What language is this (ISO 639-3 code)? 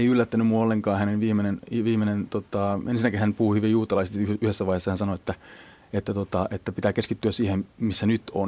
fin